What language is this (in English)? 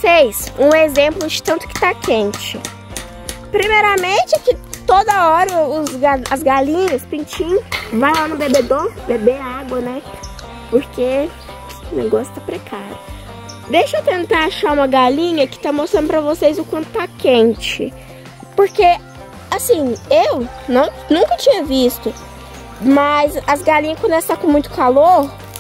Portuguese